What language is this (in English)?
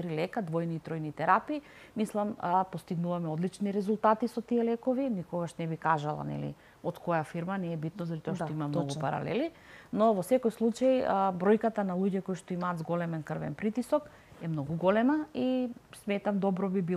Macedonian